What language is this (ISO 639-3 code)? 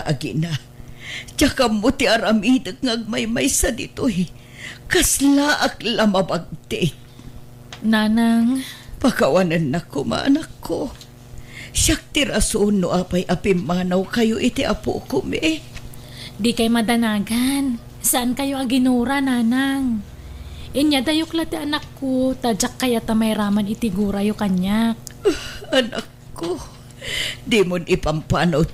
ilo